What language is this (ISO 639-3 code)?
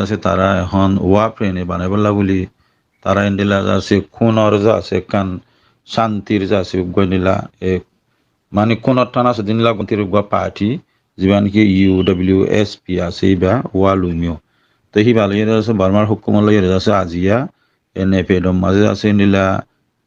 rhg